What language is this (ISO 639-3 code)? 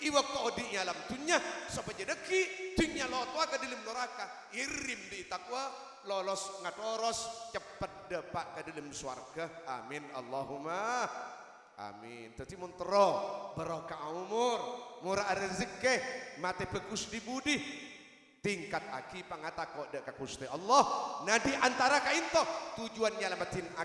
mad